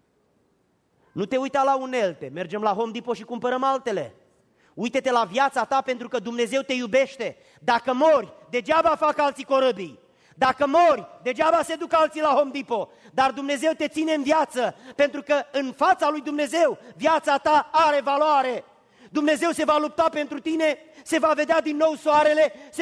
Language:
Romanian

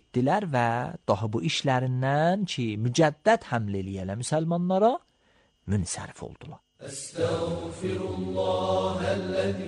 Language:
Azerbaijani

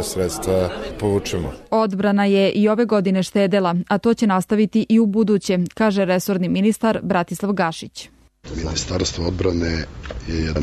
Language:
Serbian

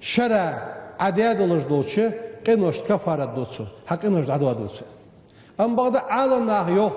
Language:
Ingush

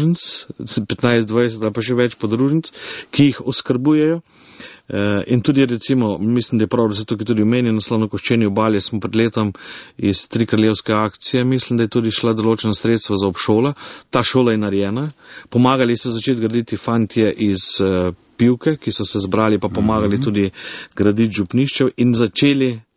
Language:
Slovenian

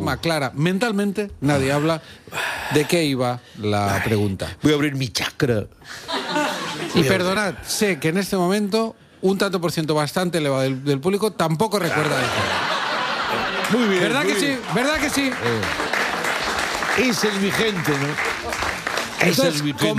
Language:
Spanish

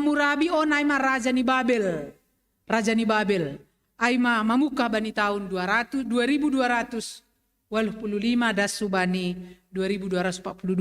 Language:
Batak Simalungun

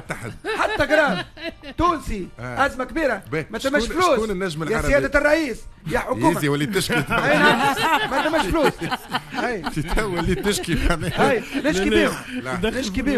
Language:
Tunisian Arabic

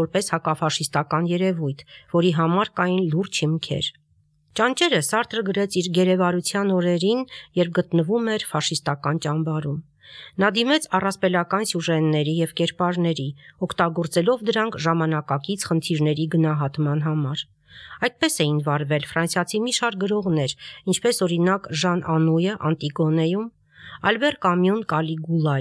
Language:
Armenian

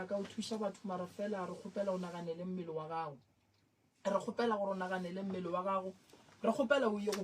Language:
Northern Sotho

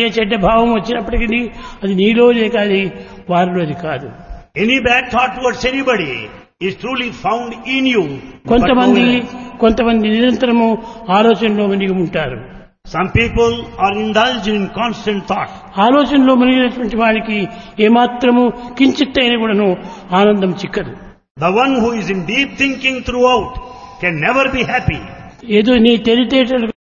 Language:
Telugu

